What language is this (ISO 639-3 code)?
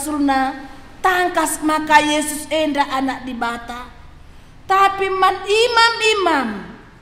btx